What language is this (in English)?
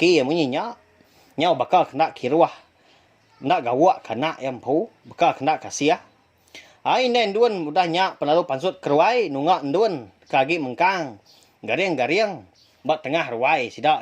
Iban